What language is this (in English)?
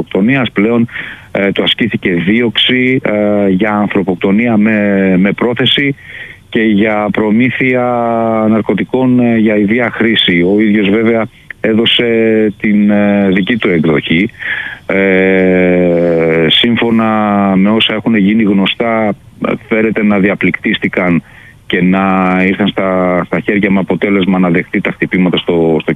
Greek